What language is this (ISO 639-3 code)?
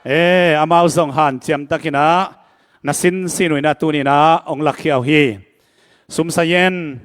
ctd